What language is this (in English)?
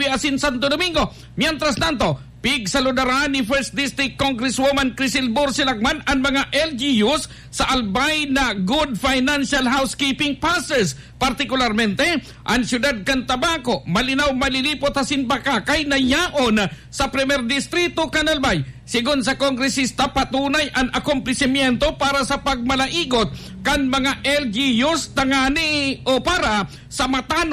Bikol